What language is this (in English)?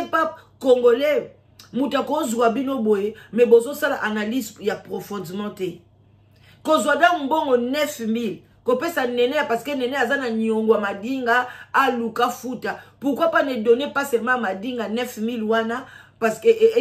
Lingala